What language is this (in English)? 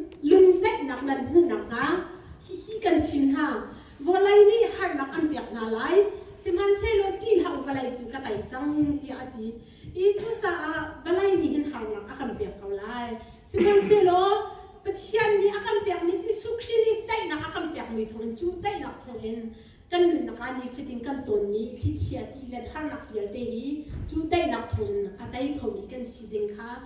Hakha Chin